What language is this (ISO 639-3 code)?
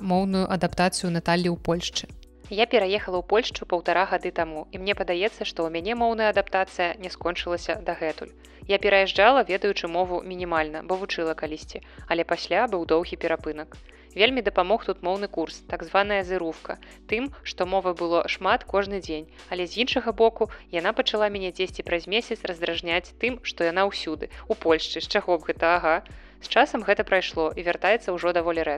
bel